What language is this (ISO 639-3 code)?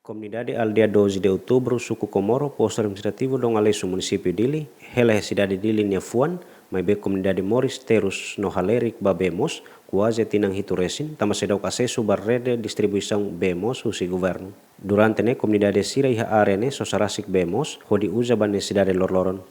tet